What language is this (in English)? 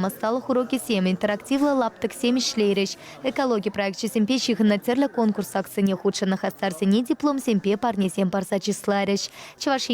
Chuvash